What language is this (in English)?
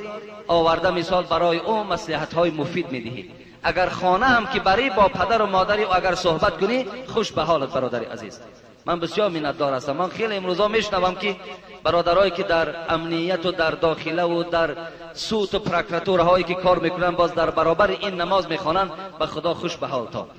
Tajik